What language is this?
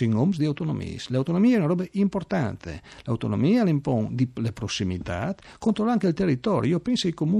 Friulian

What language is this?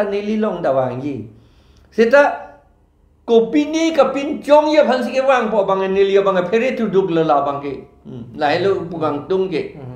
Karbi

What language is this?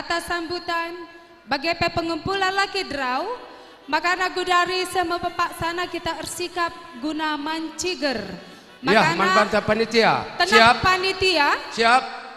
Batak Karo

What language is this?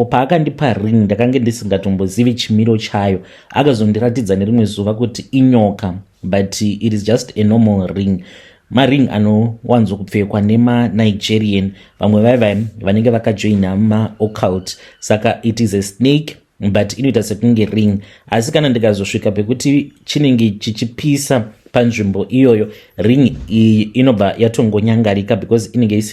Shona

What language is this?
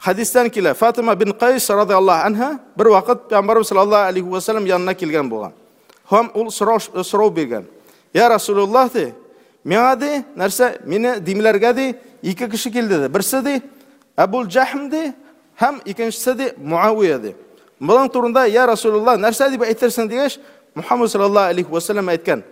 Tatar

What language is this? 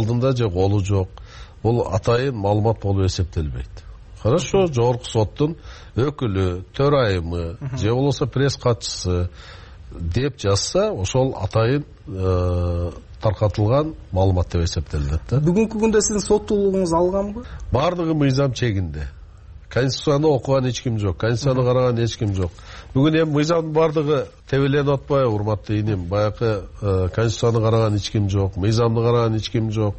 Kyrgyz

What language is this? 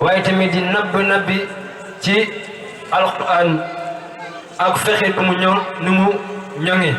Wolof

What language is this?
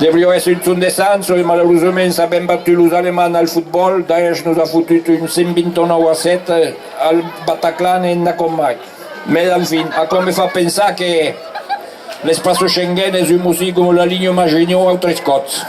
Occitan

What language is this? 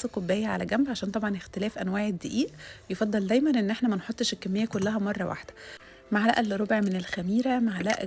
Egyptian Arabic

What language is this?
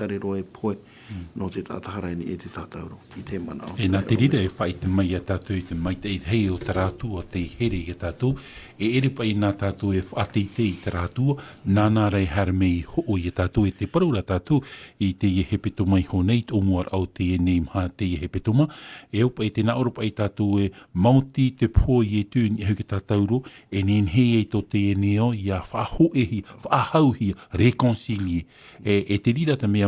Tahitian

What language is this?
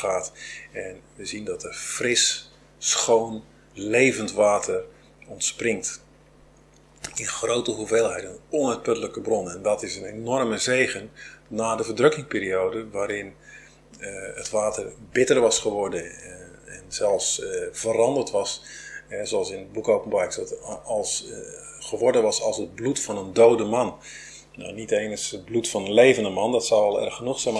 Dutch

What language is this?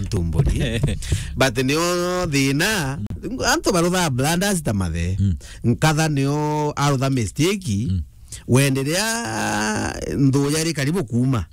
Meru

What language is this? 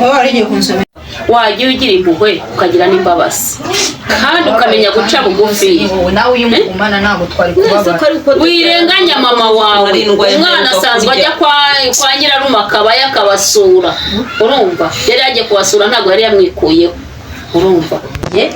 Kinyarwanda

